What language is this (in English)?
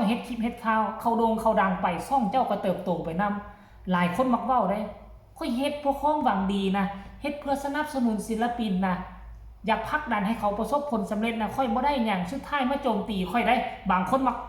Northeastern Thai